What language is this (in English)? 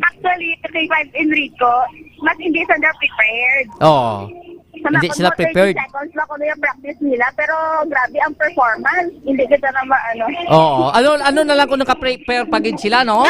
Hiligaynon